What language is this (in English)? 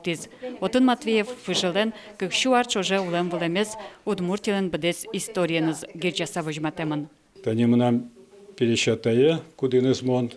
Udmurt